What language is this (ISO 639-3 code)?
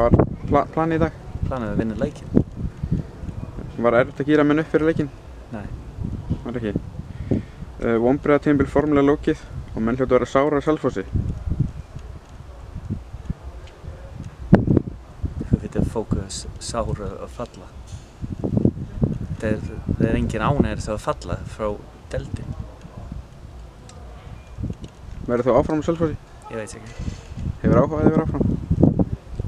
isl